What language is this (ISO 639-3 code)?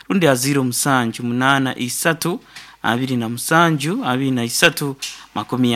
nyn